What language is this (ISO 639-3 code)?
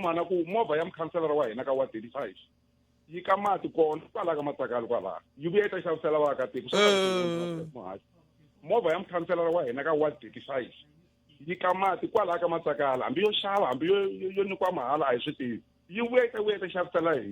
tso